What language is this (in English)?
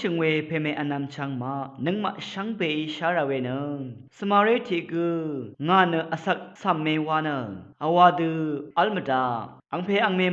Rawang